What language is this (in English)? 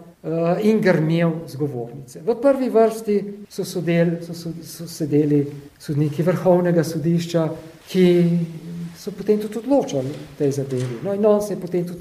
Slovenian